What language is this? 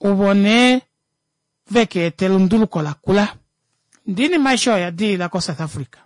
Kuanyama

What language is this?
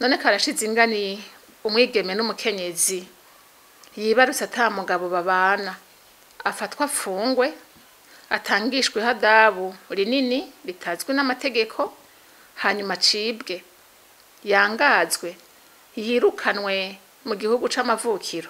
Rundi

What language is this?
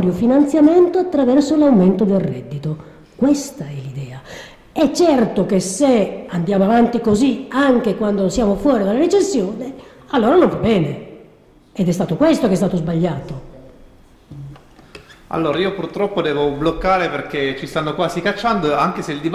Italian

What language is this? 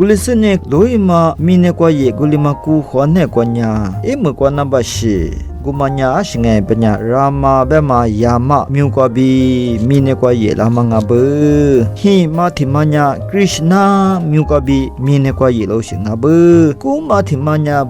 Lisu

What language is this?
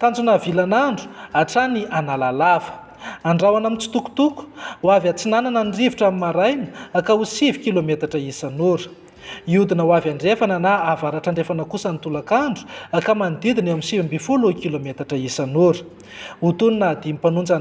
Malagasy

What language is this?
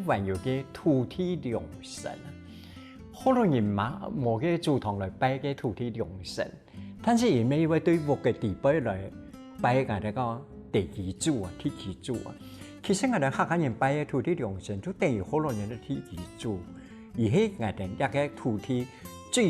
Hakka Chinese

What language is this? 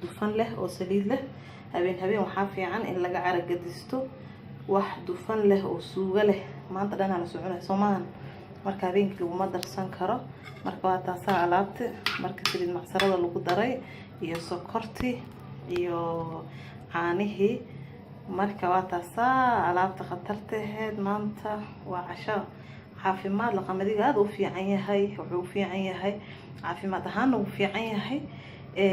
Somali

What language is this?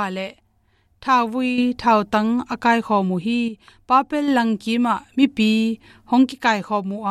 Tedim Chin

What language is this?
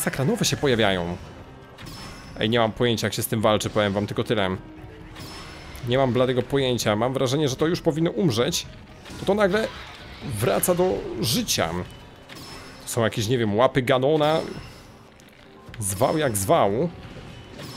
Polish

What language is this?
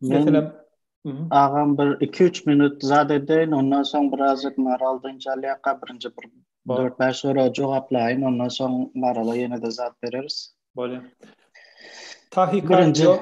Turkmen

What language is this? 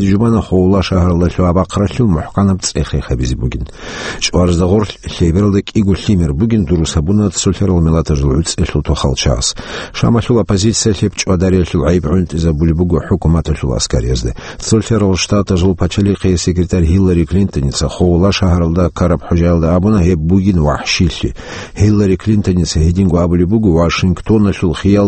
Avaric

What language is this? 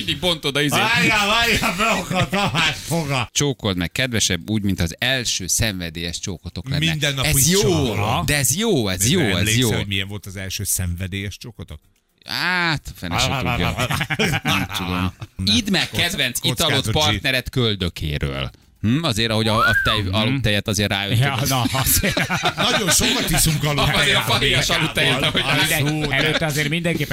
Hungarian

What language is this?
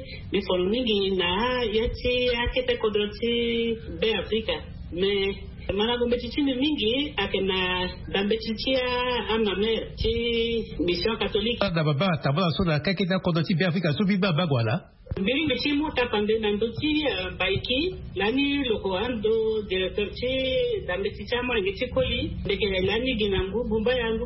Sango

